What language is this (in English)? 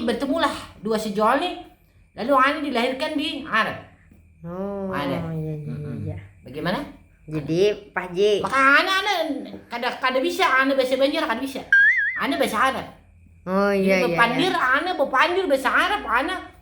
Banjar